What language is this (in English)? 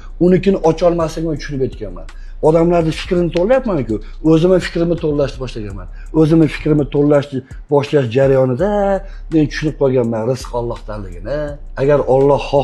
Uzbek